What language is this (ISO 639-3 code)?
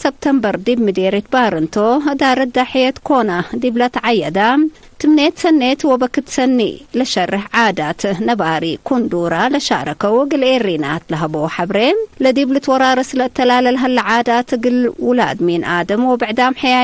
tig